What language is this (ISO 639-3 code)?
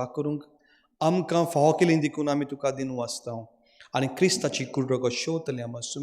kok